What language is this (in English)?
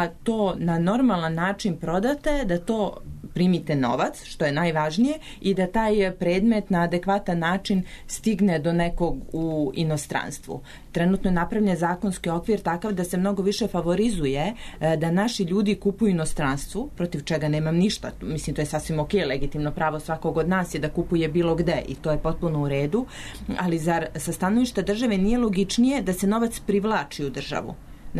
Serbian